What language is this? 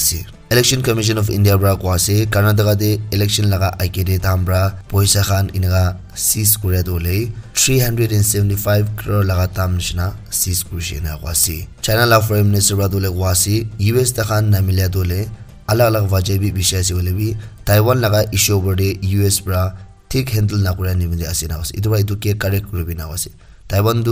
Naga Pidgin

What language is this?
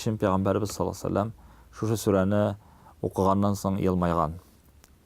Tatar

